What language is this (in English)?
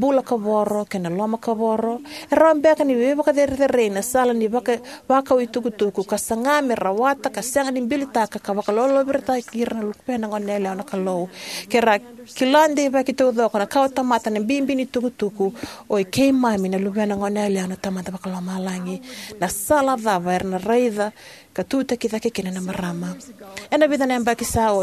Fijian